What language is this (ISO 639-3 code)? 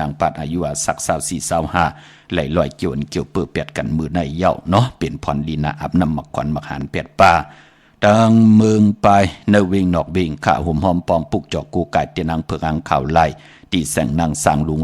shn